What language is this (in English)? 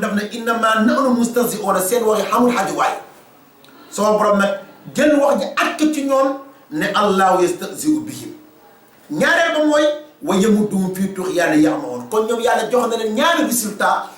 Wolof